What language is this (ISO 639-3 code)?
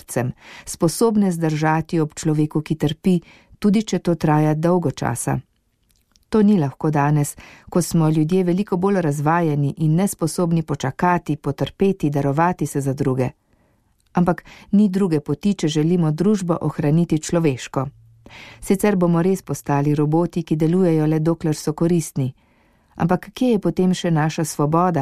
slv